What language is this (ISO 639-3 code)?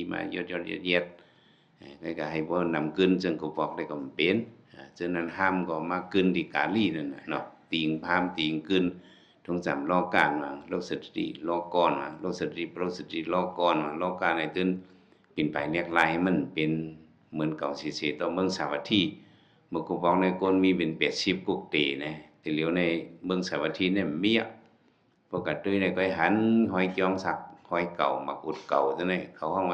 shn